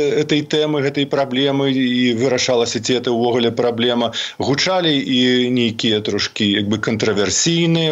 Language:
Belarusian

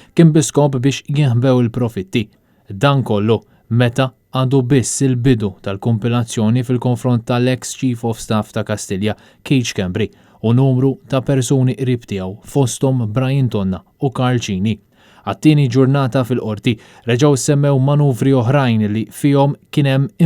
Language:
Maltese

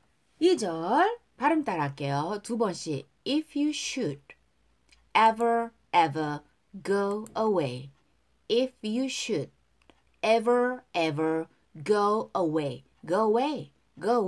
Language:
Korean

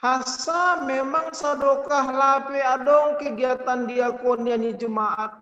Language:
Batak Simalungun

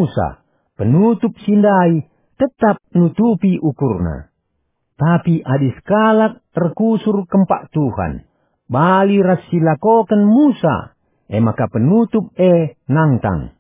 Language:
Batak Karo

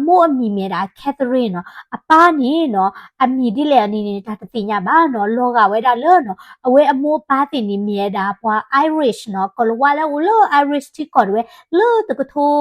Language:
S'gaw Karen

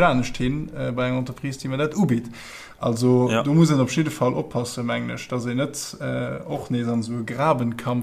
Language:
Luxembourgish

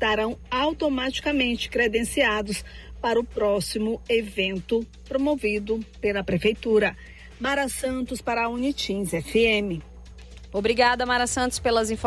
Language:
Portuguese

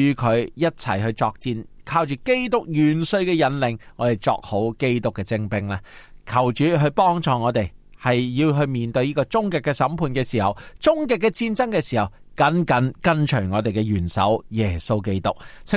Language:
Cantonese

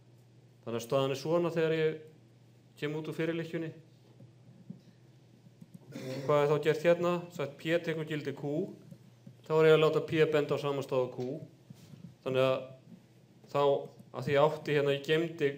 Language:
Icelandic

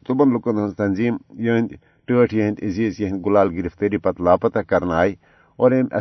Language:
Kashmiri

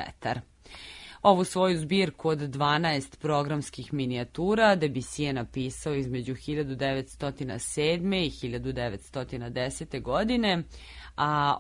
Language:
Serbian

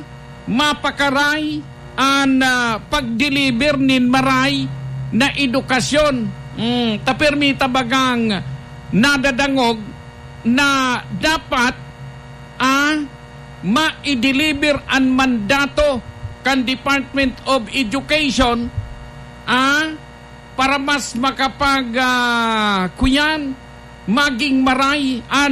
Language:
Bikol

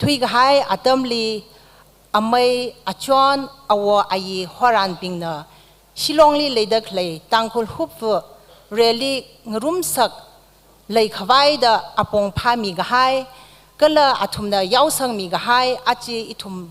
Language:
Tangkhul Naga (India)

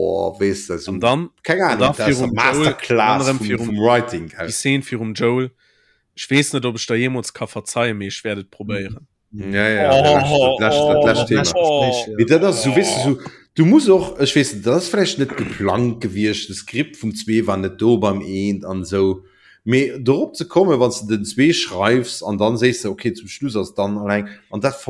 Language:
Luxembourgish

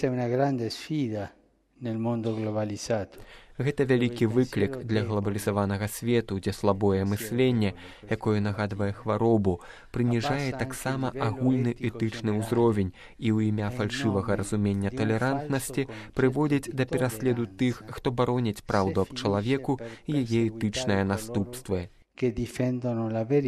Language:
Belarusian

